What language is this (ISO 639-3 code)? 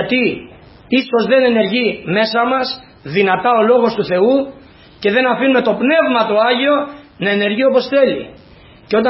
ell